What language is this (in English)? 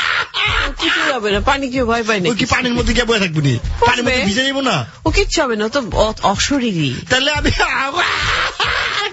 Bangla